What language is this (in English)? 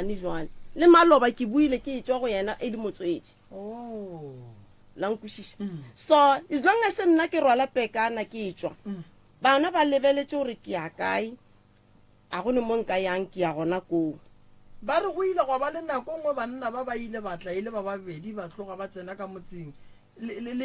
Northern Sotho